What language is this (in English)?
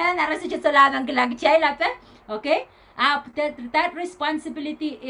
Pohnpeian